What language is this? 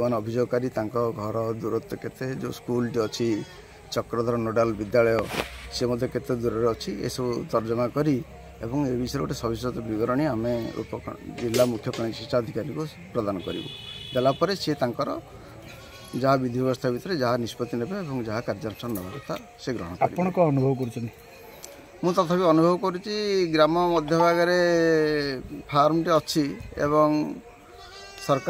Odia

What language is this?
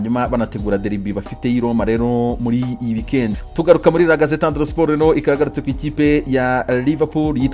Kinyarwanda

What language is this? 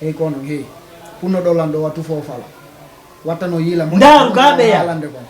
Fula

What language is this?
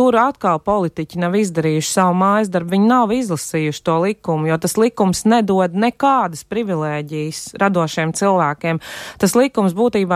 Latvian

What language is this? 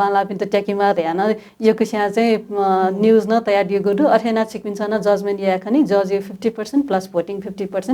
Newari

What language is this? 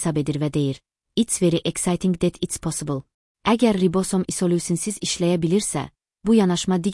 Azerbaijani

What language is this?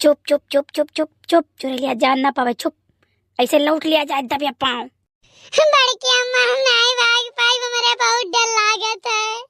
Awadhi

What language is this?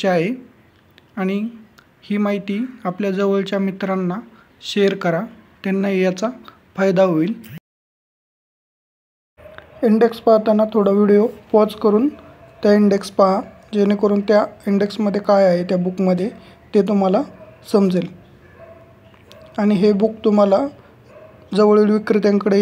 Marathi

